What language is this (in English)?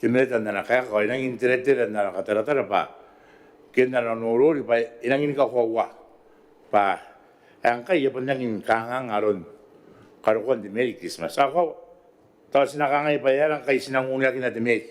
Gilbertese